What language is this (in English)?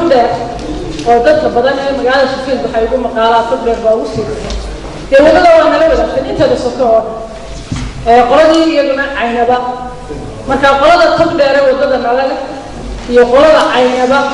Somali